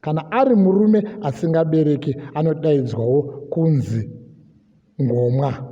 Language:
Shona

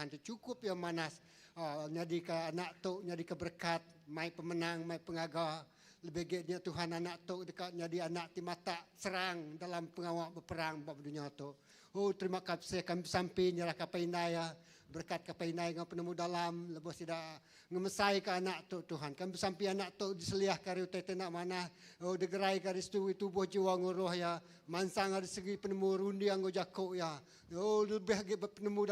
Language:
Iban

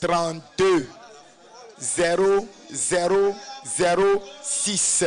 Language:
Ewe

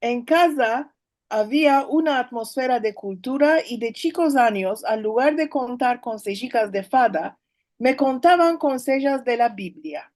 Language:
Ladino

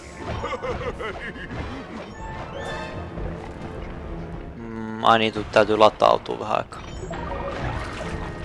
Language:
Finnish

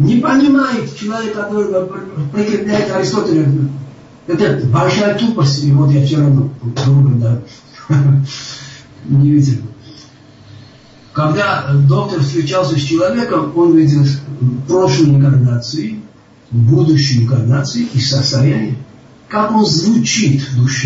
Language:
Russian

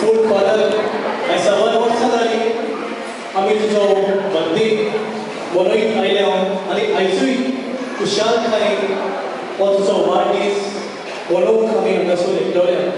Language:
Konkani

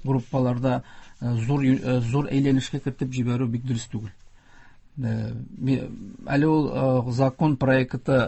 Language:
Tatar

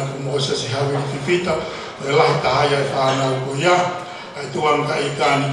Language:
Tongan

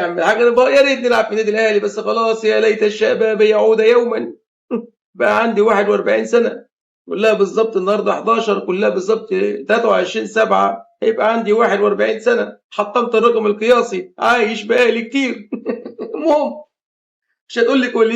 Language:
Egyptian Arabic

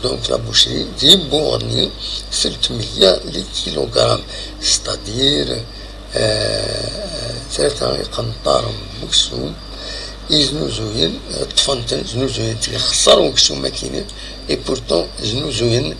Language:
Kabyle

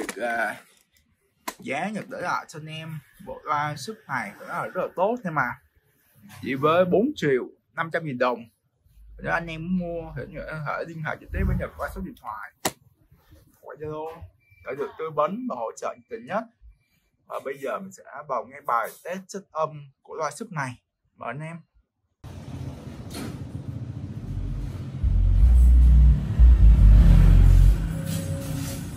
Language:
Vietnamese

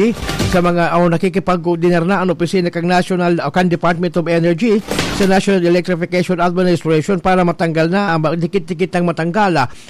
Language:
Bikol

